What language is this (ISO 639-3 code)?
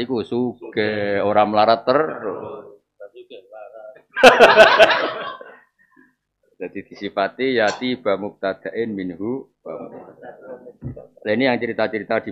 jav